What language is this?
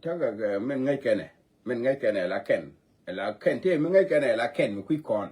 Nuer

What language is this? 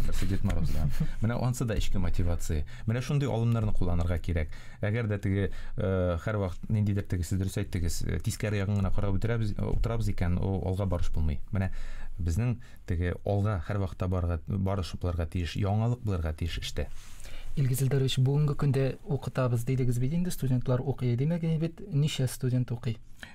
Tatar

